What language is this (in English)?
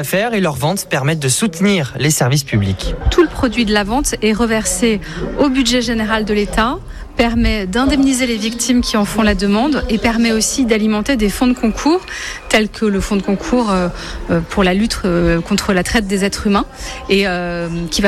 French